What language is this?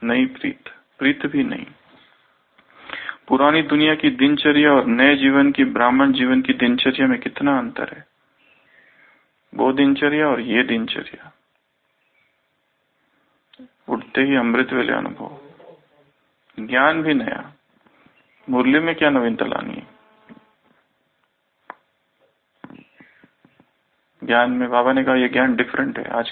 Hindi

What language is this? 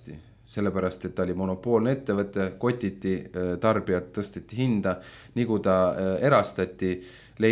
Estonian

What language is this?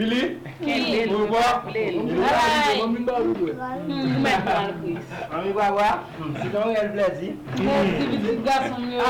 Haitian Creole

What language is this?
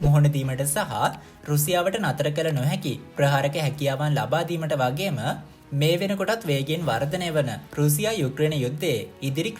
Sinhala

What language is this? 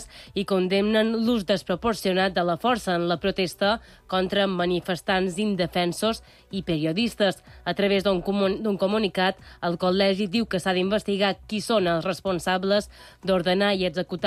Catalan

